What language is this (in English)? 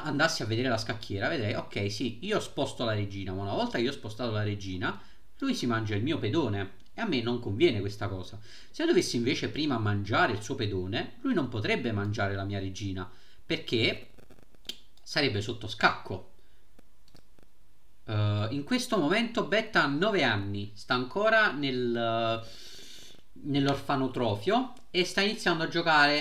Italian